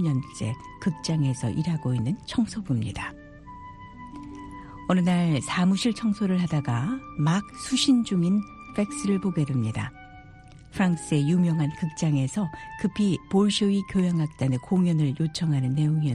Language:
Korean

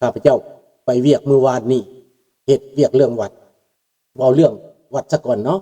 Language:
Lao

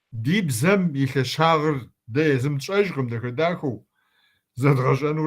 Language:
Kabardian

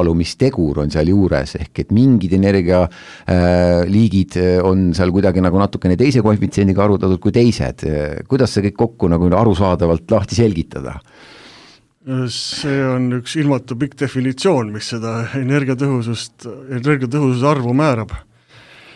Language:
Estonian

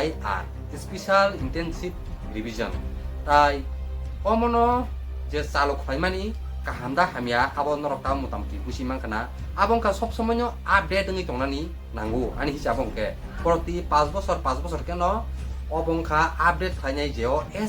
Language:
Kok Borok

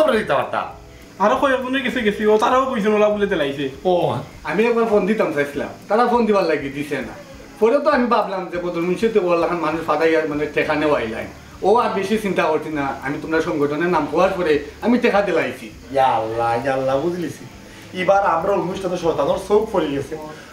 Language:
Sylheti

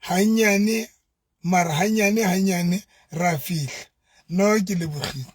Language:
Southern Sotho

